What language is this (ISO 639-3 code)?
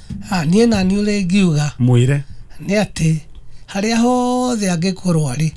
kik